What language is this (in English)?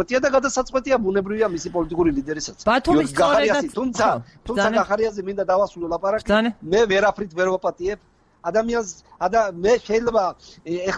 Georgian